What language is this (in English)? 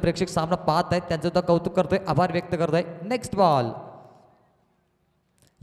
Marathi